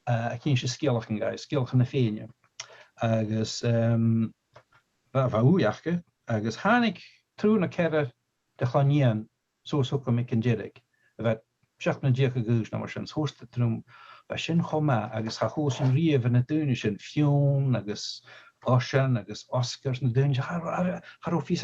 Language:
Scottish Gaelic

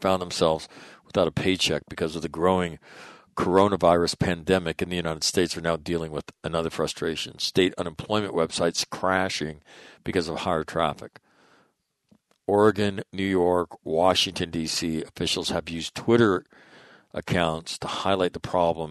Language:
English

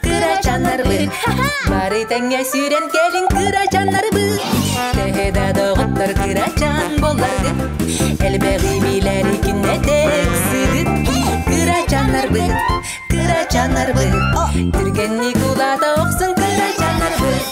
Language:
Yakut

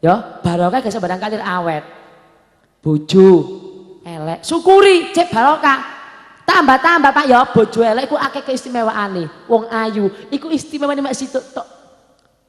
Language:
Javanese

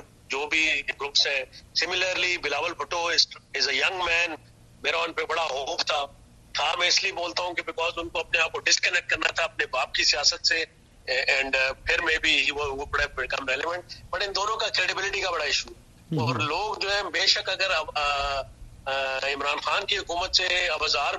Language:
Urdu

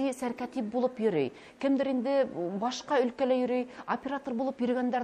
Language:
Bashkir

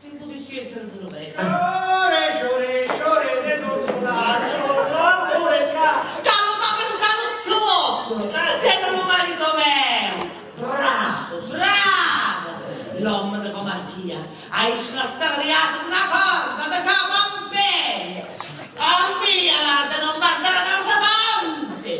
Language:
Sicilian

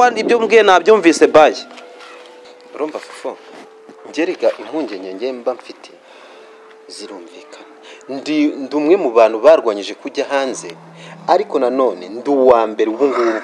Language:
Kinyarwanda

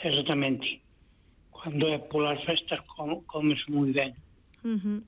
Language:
Galician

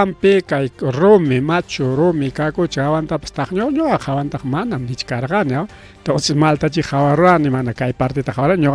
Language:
Ayacucho Quechua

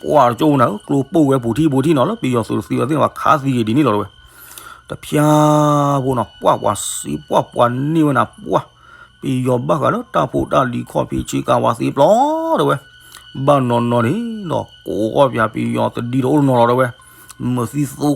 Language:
S'gaw Karen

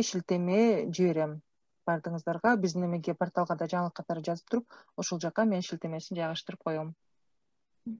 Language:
Kyrgyz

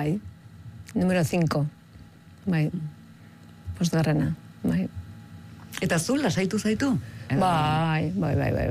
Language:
Basque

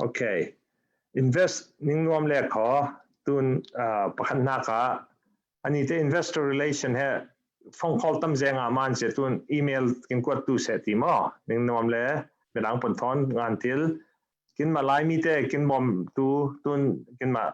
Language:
Falam Chin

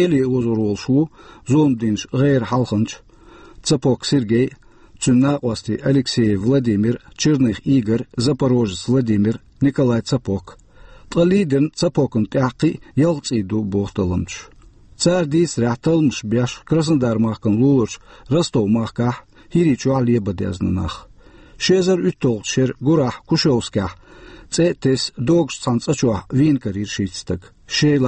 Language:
Chechen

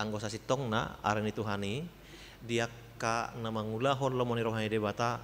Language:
Batak Toba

